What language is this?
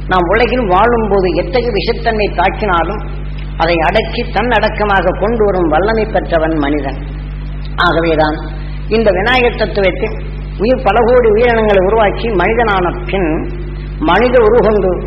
Tamil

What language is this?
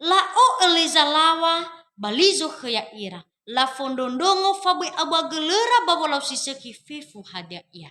Nias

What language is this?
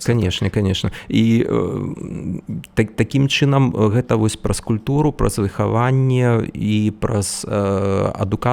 Belarusian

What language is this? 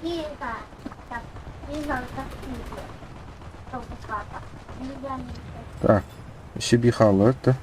Yakut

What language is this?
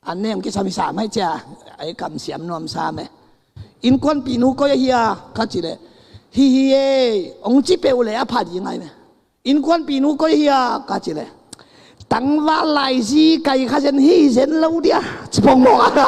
Tedim Chin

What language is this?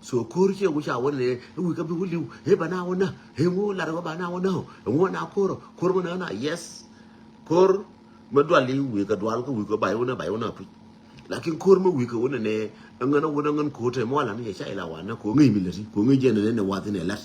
Nuer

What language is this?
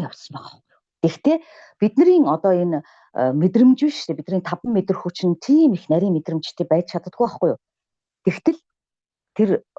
Mongolian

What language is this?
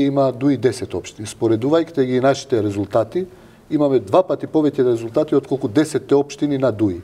Macedonian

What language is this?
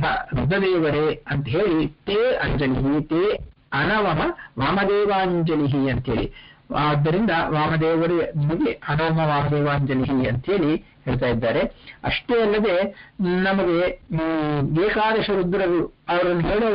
Kannada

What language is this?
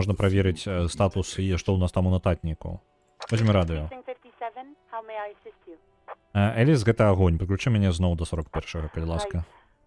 Belarusian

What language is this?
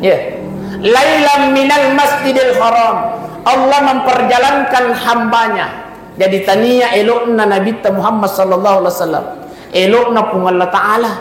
Buginese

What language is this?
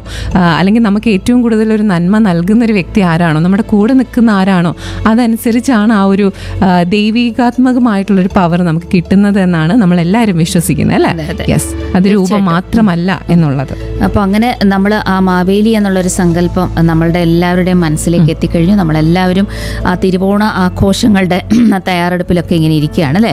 Malayalam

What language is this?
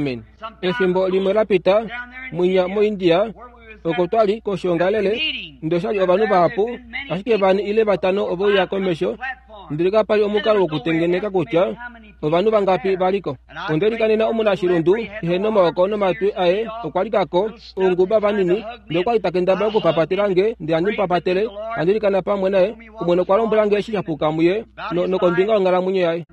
Kuanyama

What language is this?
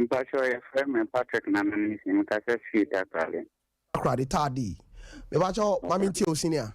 Akan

